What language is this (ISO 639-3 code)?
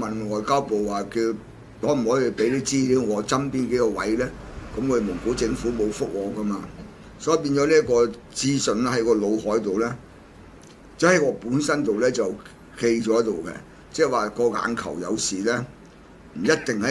yue